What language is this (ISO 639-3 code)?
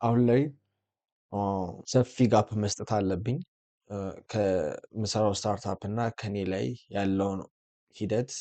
amh